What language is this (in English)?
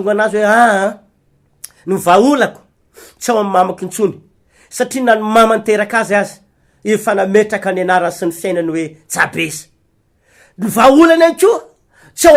Malagasy